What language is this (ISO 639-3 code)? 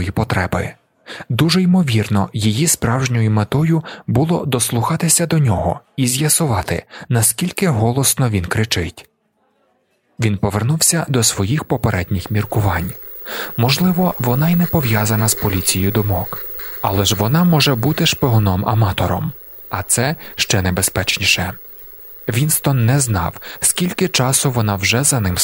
ukr